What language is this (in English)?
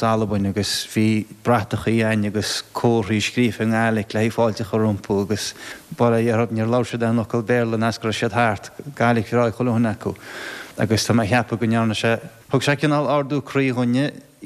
Irish